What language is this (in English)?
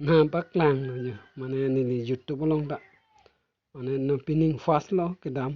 Karbi